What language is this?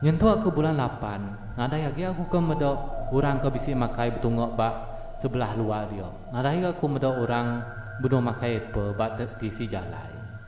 Iban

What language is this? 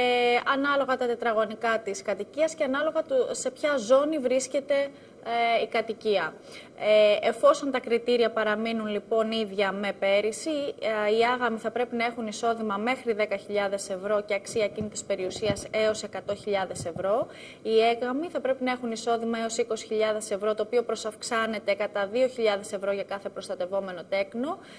Greek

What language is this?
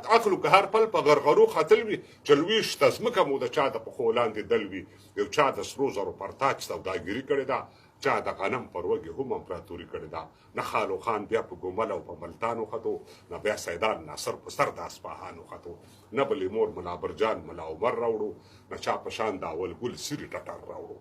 Pashto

